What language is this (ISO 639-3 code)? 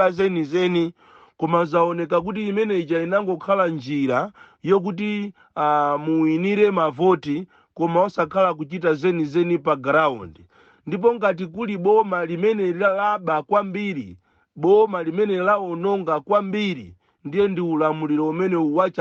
nya